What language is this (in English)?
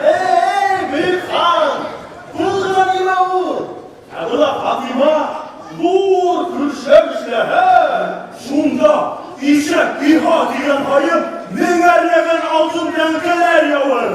Bashkir